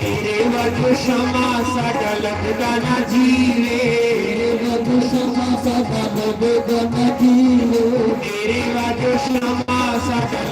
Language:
Dogri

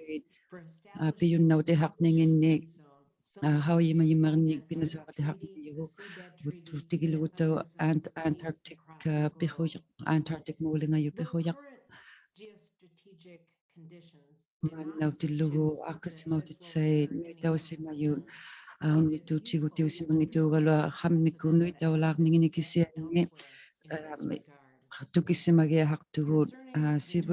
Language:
Inuktitut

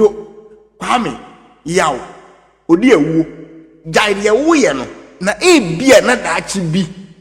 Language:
Akan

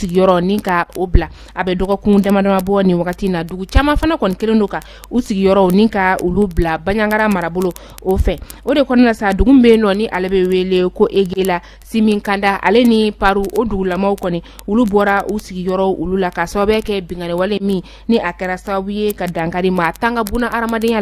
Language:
Bambara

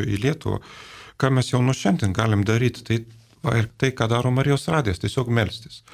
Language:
Lithuanian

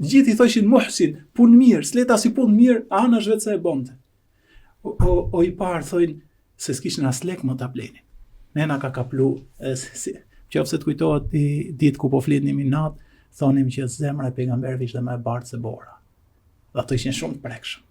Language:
Albanian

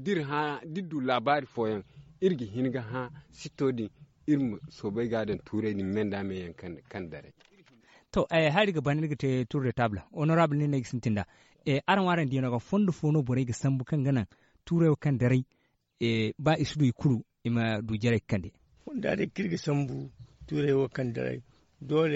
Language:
Zarma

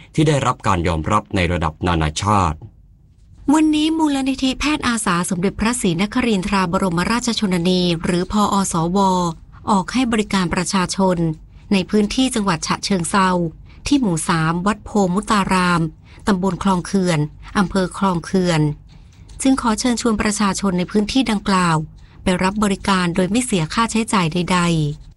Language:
Thai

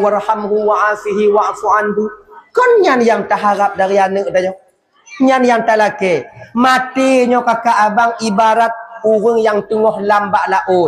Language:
Achinese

